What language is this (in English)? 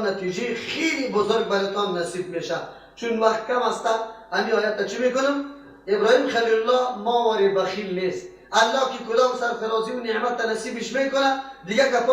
Persian